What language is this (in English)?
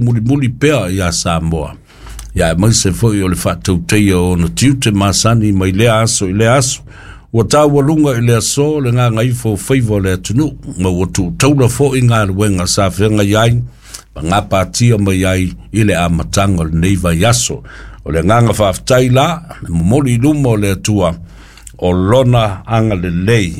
Samoan